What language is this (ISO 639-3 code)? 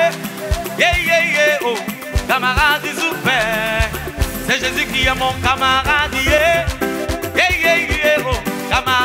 fra